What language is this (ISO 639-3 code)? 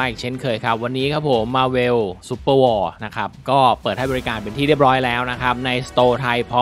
tha